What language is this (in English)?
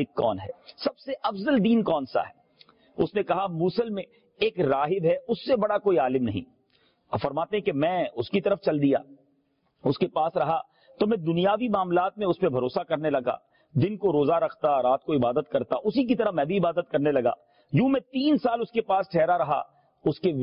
Urdu